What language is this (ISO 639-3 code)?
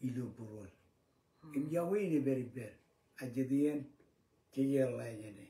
mah